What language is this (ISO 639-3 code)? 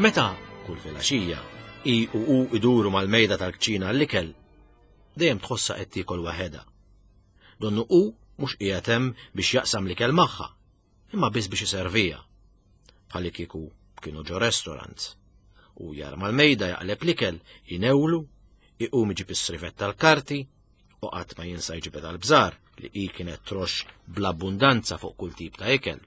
mlt